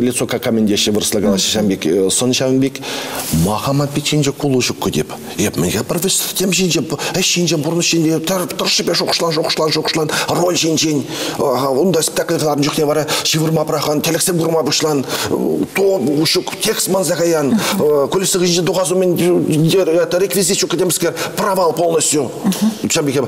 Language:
Chuvash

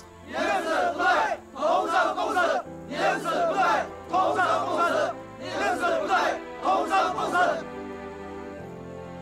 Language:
Chinese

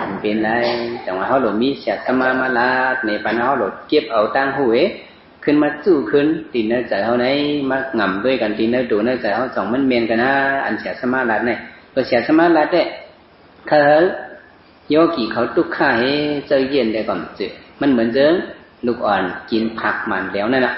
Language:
Shan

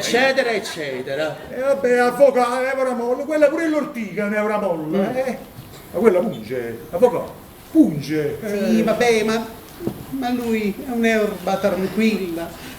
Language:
Neapolitan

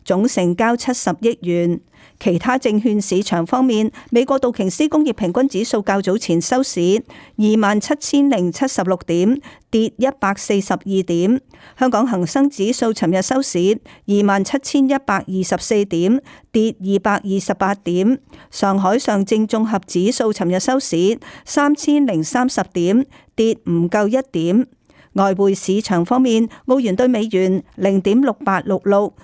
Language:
Cantonese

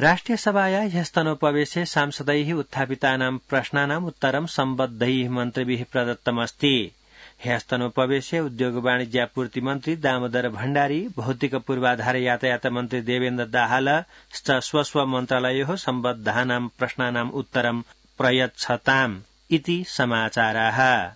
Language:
Sanskrit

